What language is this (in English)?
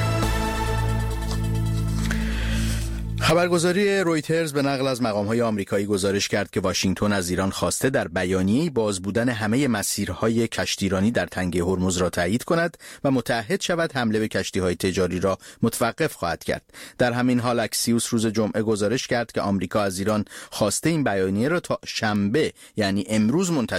Persian